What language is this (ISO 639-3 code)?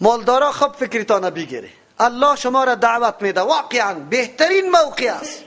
fas